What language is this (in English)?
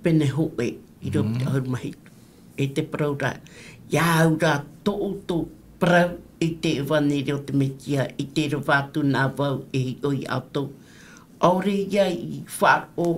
Tahitian